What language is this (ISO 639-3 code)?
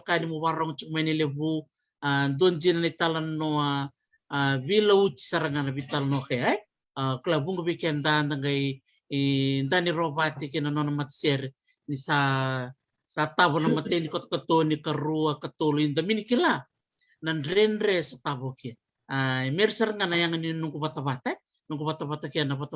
fij